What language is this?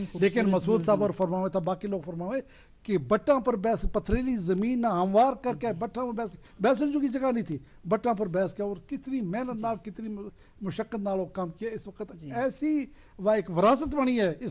Gujari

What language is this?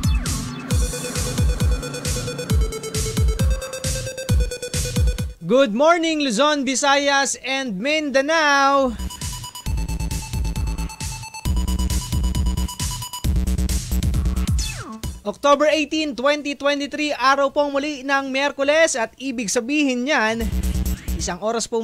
Filipino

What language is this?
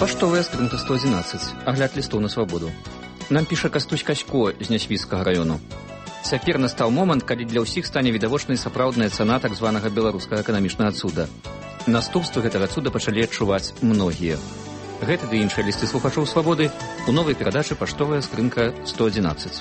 Belarusian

